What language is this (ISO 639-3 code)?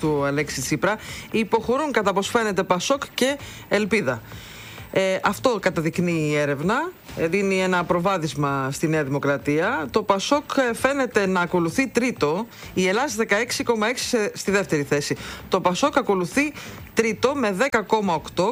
ell